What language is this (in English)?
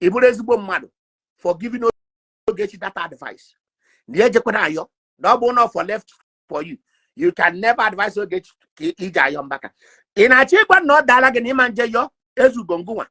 Igbo